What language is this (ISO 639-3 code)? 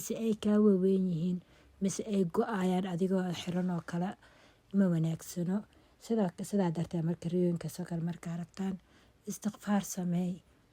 som